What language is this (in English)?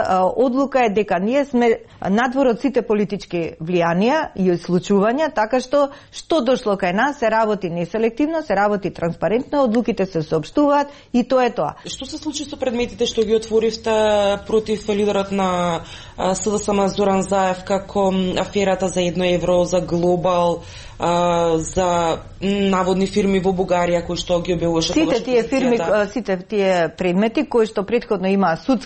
Macedonian